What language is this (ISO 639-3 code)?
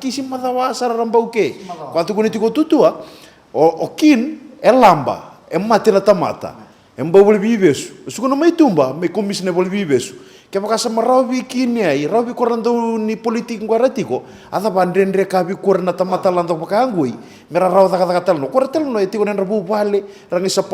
fij